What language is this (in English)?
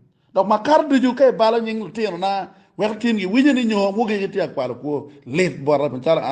Acoli